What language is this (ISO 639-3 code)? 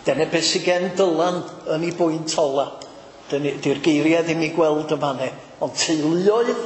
cym